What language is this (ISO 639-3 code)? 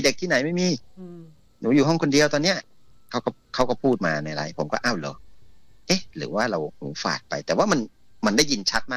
tha